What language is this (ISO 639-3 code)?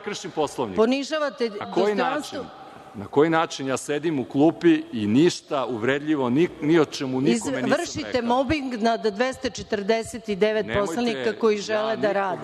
srp